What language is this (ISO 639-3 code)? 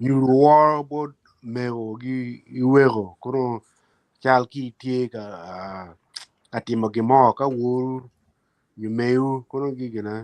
ach